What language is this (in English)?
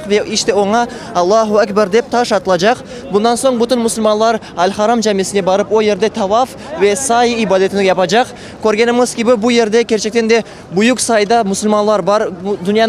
Crimean Tatar